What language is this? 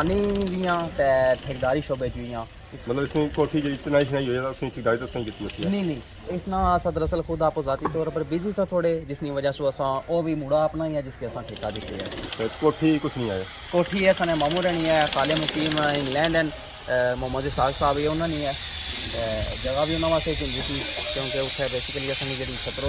Pahari-Potwari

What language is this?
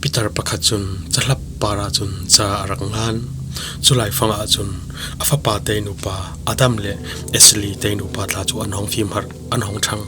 Falam Chin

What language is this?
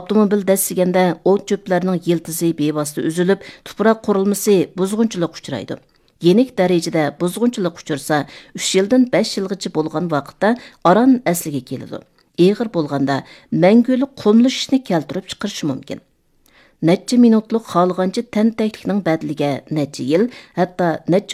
Uyghur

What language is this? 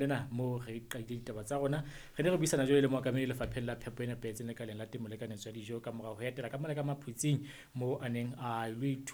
Southern Sotho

